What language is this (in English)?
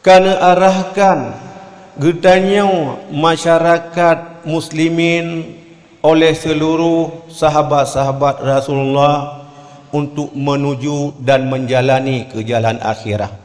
Achinese